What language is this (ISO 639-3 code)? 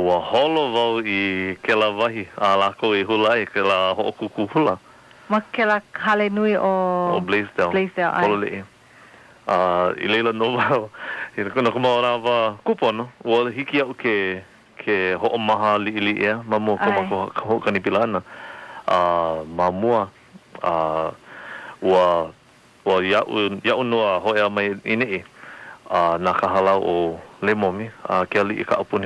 haw